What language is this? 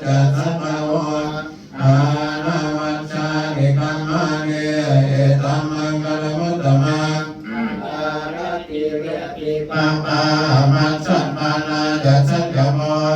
Pali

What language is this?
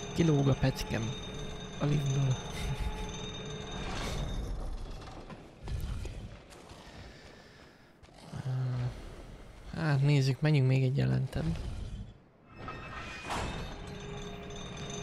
Hungarian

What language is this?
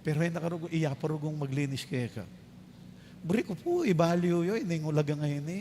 Pampanga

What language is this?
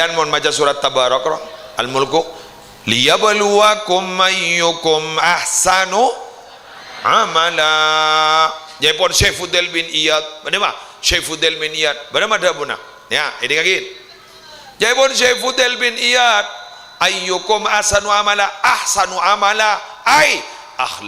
Madurese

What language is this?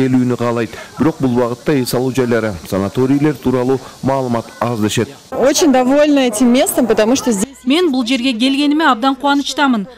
Kyrgyz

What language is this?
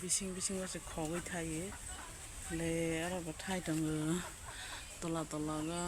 Kok Borok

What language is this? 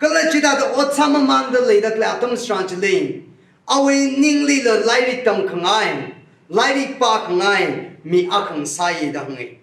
Tangkhul Naga (India)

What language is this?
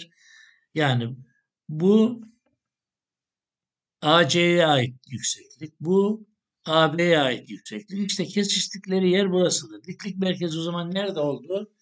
Turkish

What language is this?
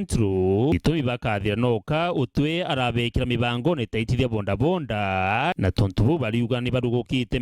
Meru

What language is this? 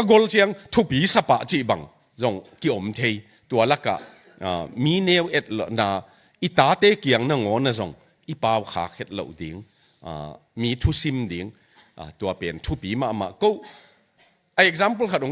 Tedim Chin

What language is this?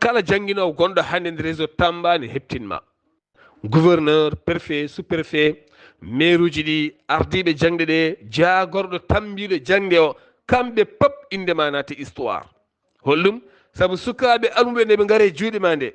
Fula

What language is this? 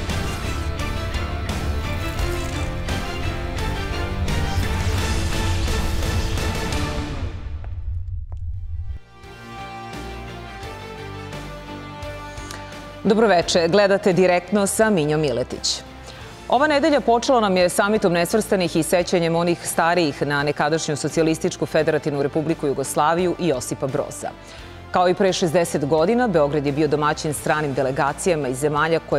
Serbian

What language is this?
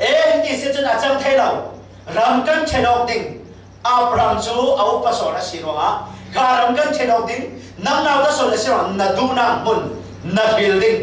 Falam Chin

